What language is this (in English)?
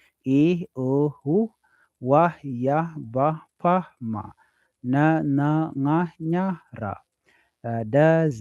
Nuer